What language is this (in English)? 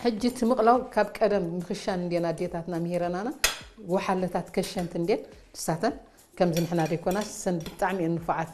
Tigrinya